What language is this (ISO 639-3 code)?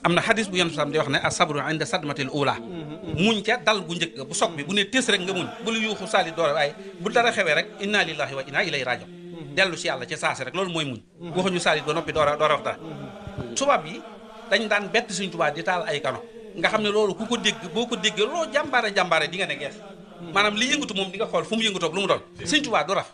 wol